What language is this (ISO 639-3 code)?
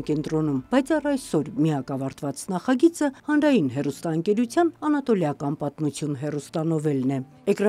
hye